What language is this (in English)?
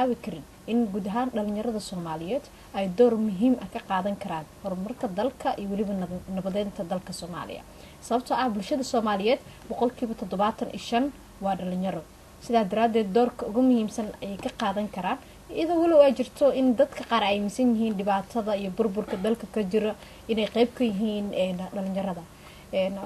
Somali